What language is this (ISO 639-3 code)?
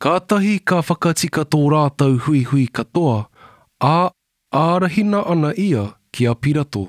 mri